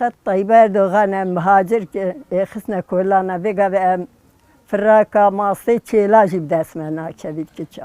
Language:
Kurdish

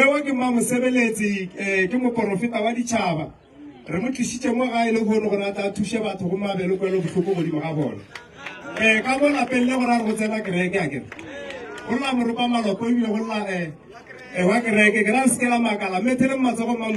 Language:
Northern Sotho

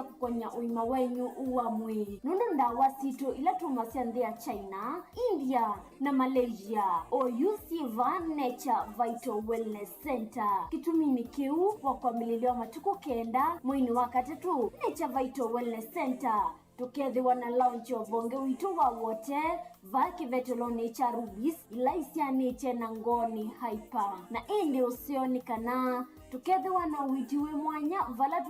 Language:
Kamba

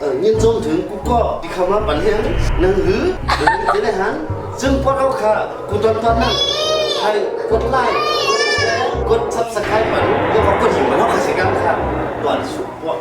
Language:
Shan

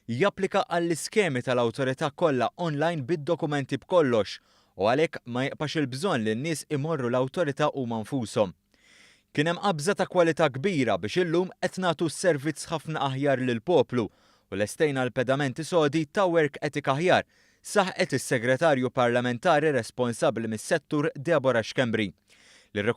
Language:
Maltese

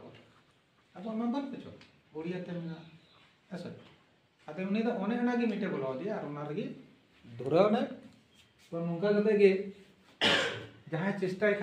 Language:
Santali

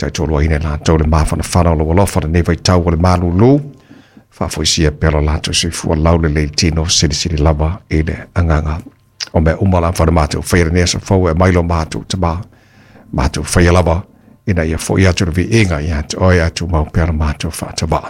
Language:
Samoan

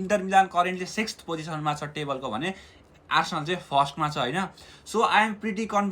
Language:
Nepali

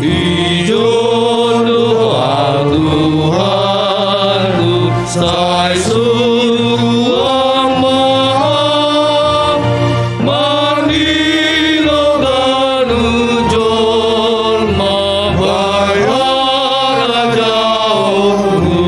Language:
Batak Simalungun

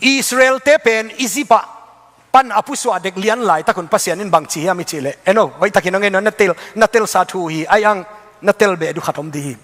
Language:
Tedim Chin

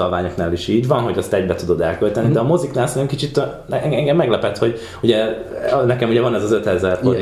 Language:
Hungarian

